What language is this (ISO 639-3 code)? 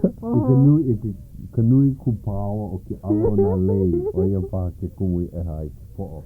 haw